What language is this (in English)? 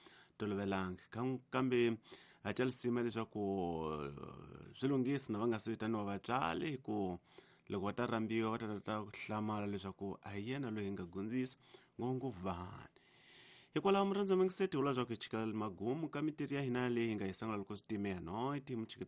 Tsonga